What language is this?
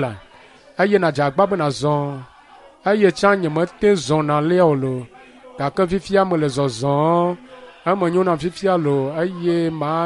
Ewe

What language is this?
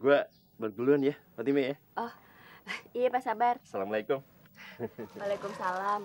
Betawi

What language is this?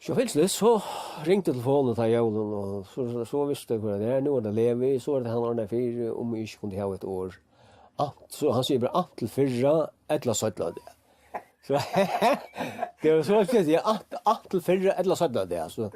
Faroese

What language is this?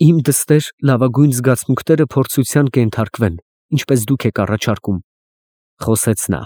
Armenian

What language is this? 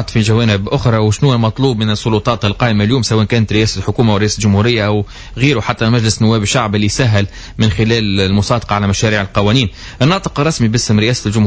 Tunisian Arabic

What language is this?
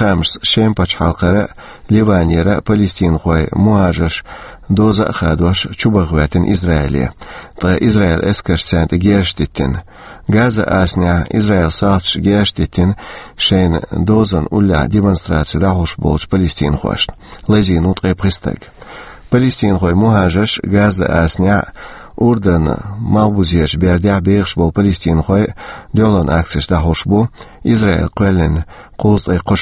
Chechen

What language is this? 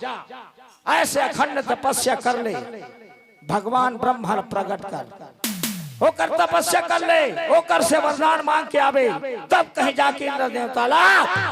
Chhattisgarhi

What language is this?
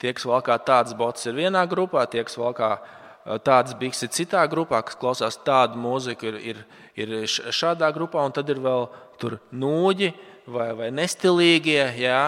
Latvian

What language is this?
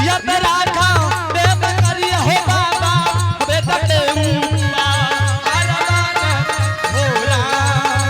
Angika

